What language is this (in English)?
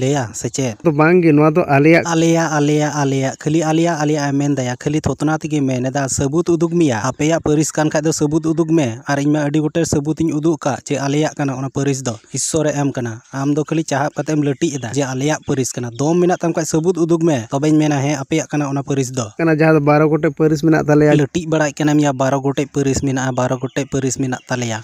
Santali